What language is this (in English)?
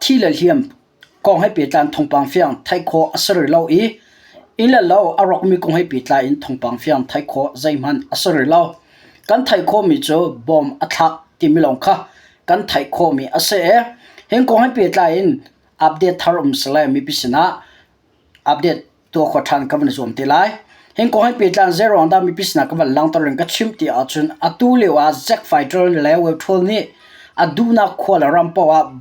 Hakha Chin